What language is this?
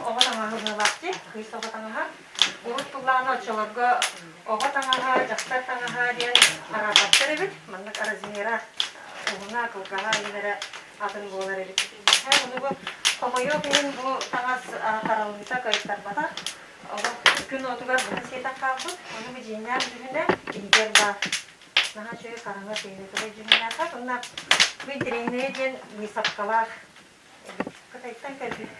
Yakut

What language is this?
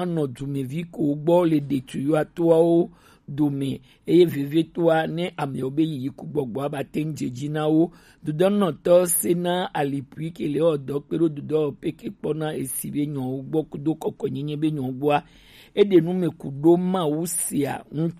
Gen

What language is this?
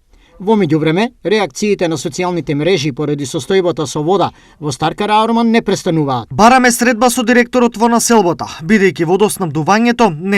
Macedonian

